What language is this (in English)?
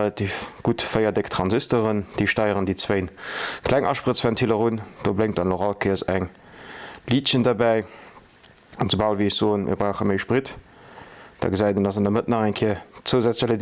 Luxembourgish